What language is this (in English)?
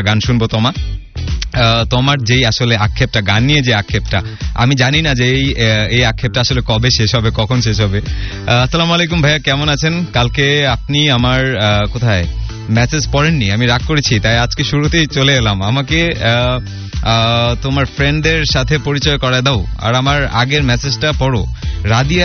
Bangla